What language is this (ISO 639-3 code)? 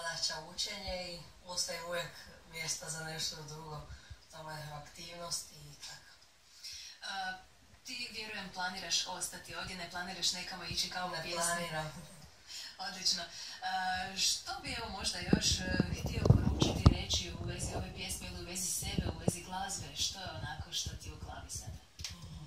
hrv